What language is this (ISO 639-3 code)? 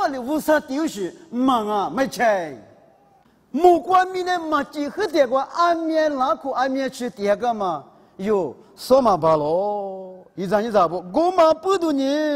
lis